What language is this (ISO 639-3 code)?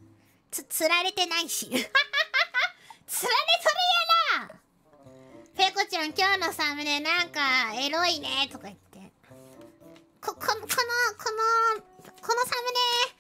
jpn